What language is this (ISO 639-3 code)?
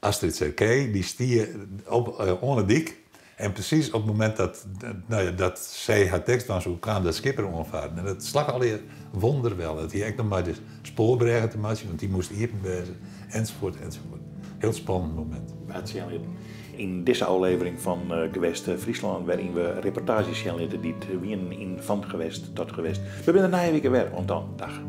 fry